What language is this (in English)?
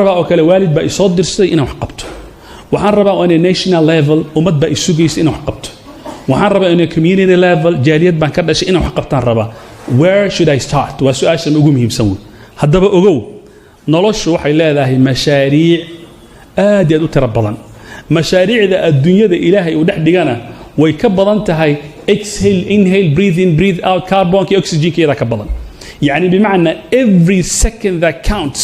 Somali